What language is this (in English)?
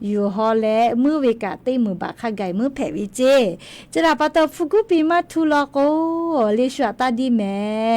Lahu